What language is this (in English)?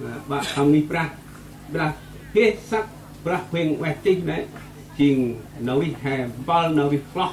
Central Mnong